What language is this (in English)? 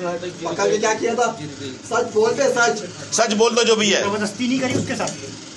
Hindi